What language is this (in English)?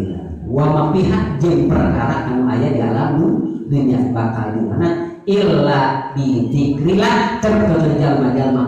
Sundanese